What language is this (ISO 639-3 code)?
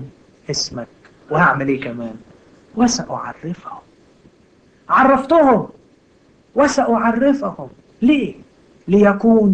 arz